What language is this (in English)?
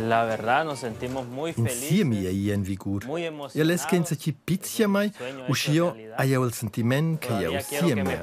Romansh